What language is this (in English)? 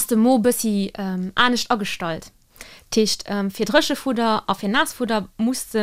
Luxembourgish